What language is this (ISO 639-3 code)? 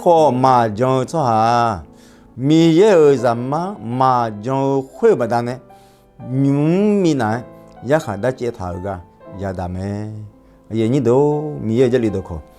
ahk